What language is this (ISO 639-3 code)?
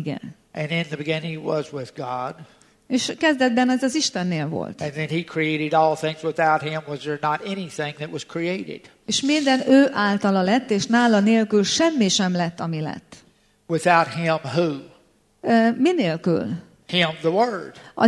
hun